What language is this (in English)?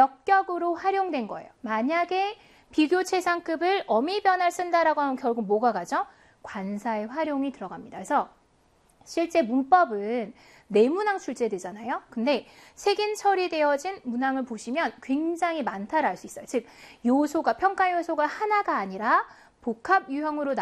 Korean